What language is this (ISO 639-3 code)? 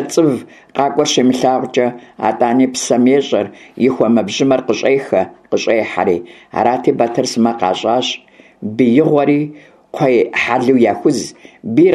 kbd